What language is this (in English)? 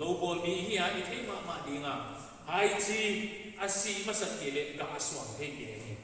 Paite Chin